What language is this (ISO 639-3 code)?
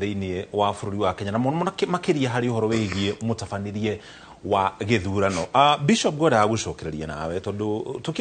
kik